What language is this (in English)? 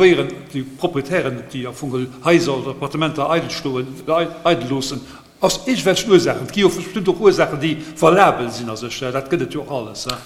Luxembourgish